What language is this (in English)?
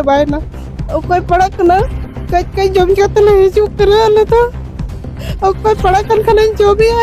Santali